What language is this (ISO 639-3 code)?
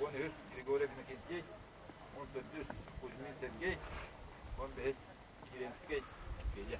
sah